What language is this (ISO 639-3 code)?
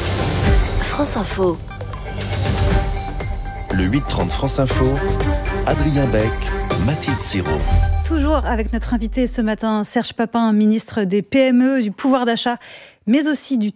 fra